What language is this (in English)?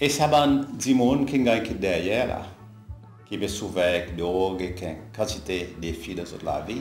Seselwa Creole French